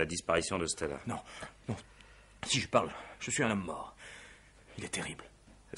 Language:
French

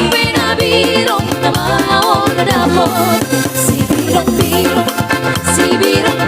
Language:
Batak Toba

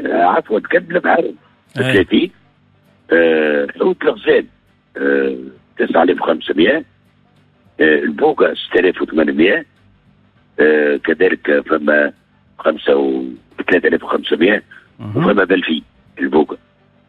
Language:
Tunisian Arabic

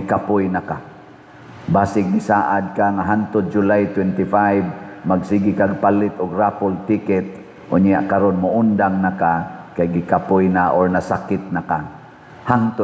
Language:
Cebuano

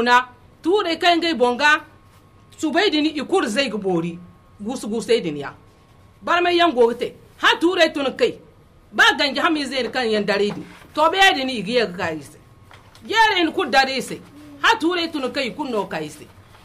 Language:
Zarma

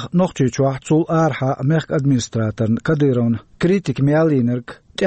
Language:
Chechen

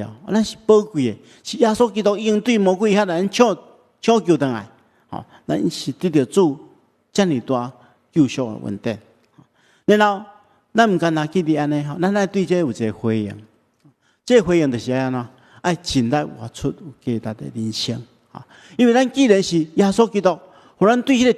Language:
Min Nan Chinese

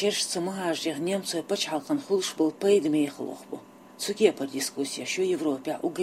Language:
Chechen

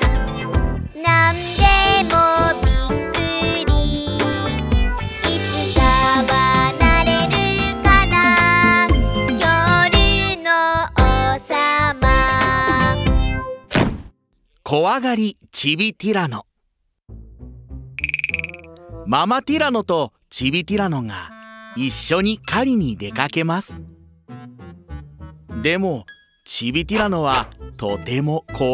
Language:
Japanese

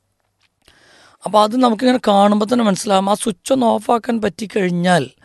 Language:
Malayalam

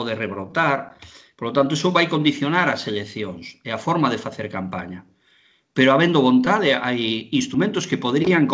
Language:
Galician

